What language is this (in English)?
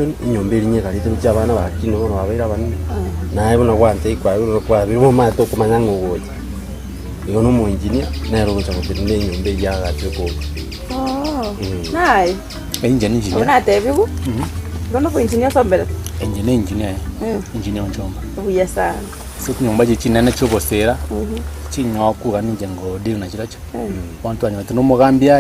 Gusii